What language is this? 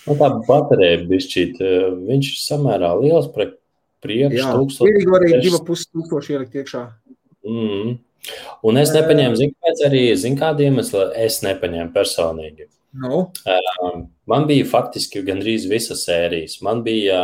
Latvian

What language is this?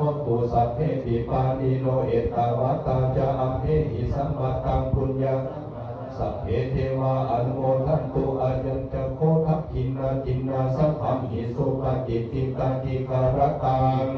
Pali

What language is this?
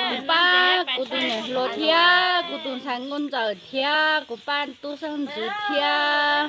Hmong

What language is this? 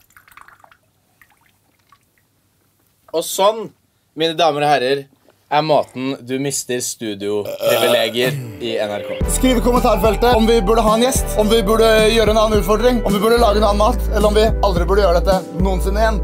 Norwegian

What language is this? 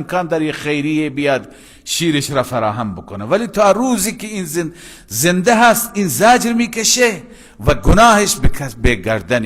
Persian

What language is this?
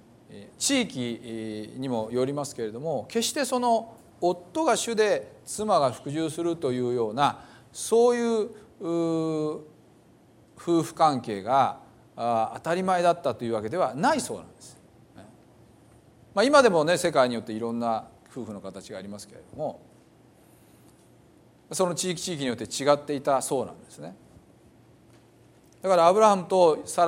Japanese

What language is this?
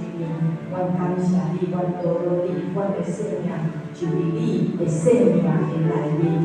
Min Nan Chinese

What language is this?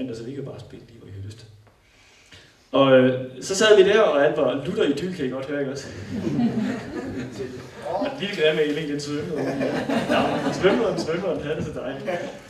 Danish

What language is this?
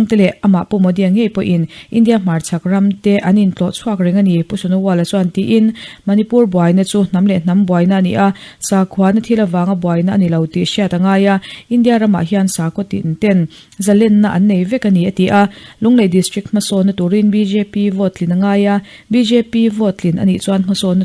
Mizo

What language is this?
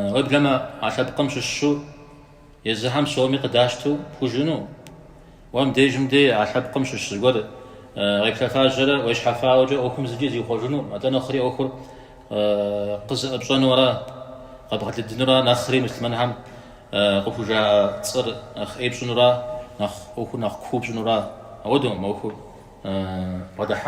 Kabardian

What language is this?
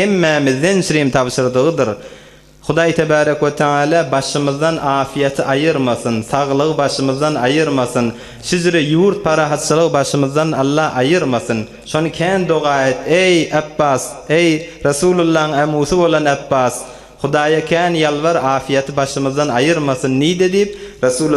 Turkmen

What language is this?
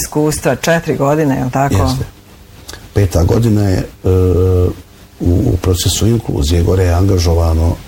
Bosnian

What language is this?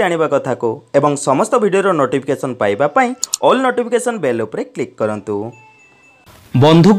Odia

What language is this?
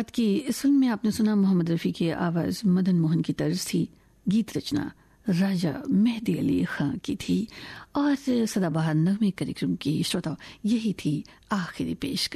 Hindi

